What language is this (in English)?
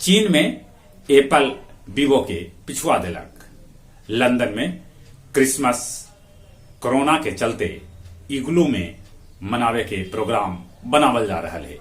Magahi